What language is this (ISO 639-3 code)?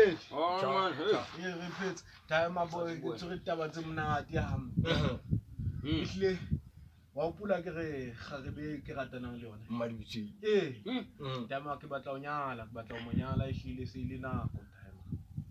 sot